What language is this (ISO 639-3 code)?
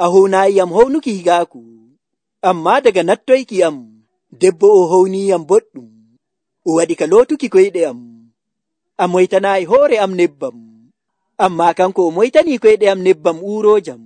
fuv